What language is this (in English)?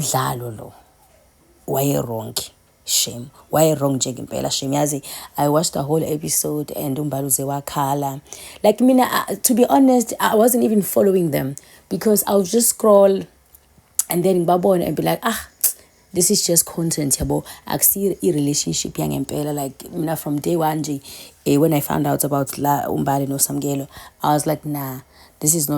Zulu